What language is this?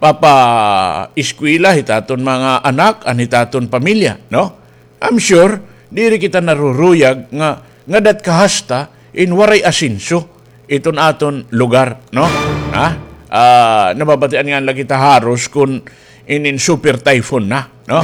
Waray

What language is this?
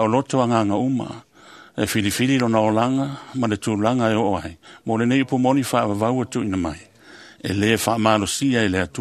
Samoan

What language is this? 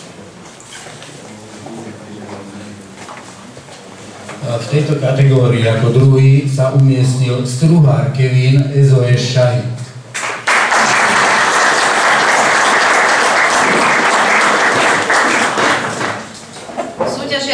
Slovak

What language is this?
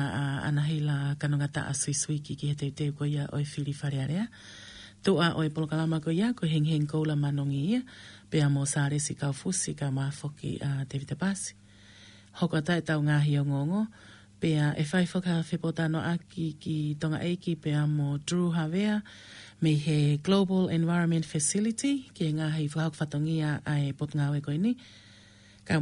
Tongan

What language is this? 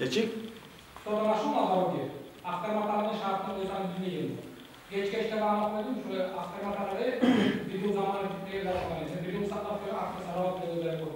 Kumyk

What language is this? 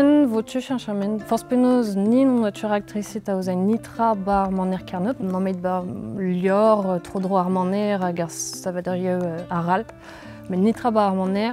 Breton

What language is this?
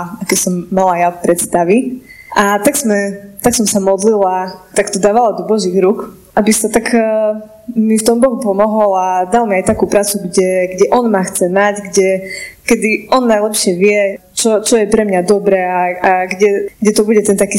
Slovak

